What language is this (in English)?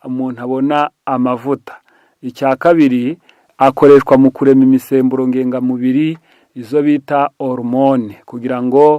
Kinyarwanda